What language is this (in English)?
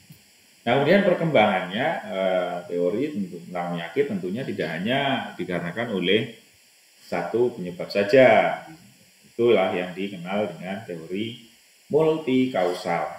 Indonesian